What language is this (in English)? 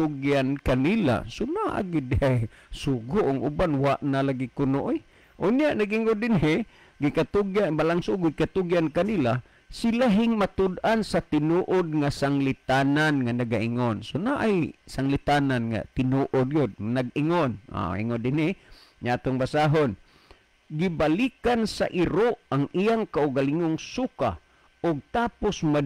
Cebuano